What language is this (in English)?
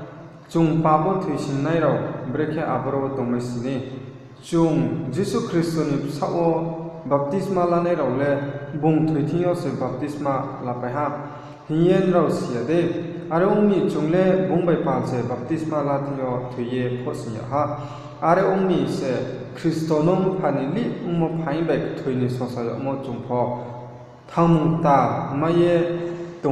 Riang (India)